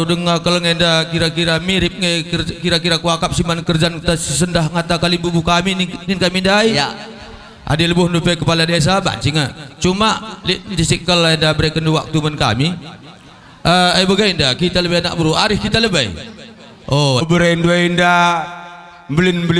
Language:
Batak Karo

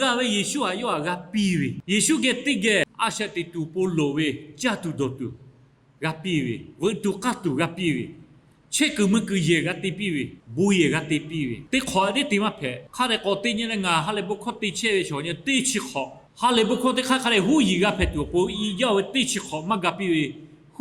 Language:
Lahu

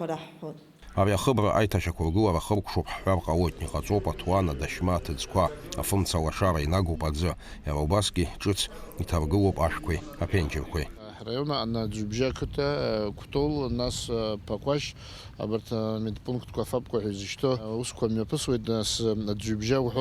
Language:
Abkhazian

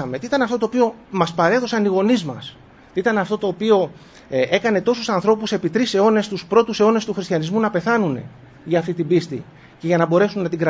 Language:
Greek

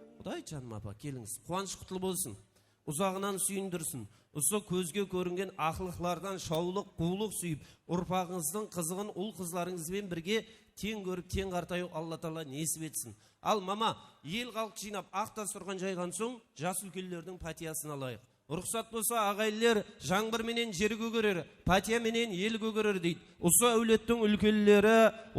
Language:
Kara-Kalpak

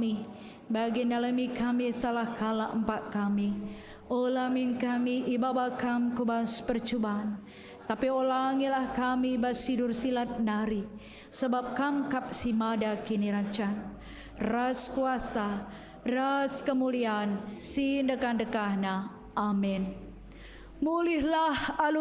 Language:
Batak Karo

